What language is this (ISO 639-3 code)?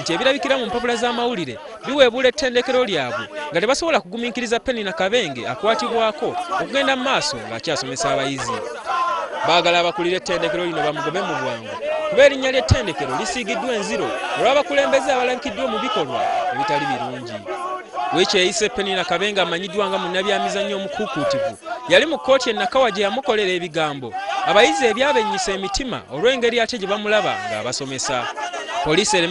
lug